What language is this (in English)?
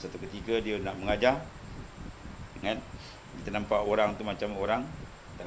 Malay